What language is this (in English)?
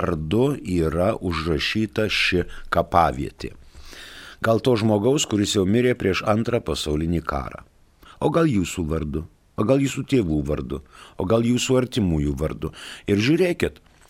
Lithuanian